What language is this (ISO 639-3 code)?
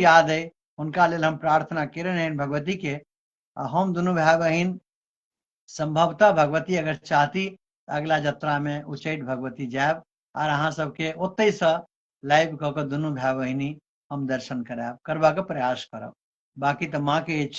mai